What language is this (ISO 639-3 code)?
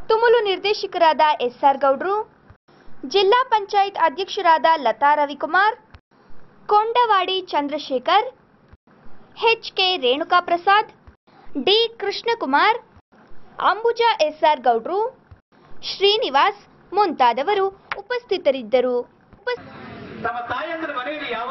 kan